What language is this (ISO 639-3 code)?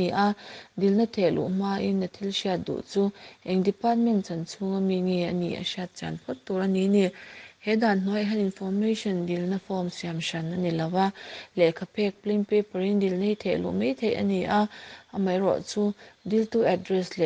lus